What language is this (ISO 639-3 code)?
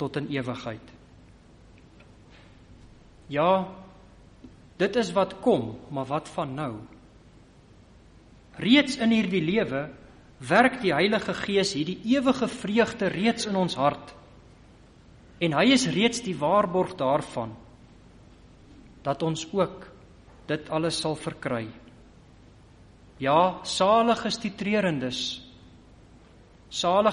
afr